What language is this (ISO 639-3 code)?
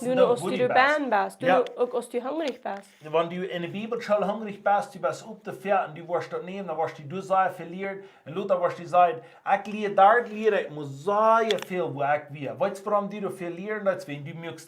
pdt